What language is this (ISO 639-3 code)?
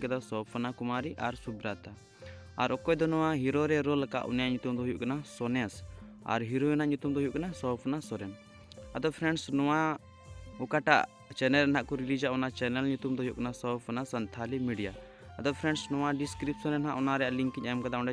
sat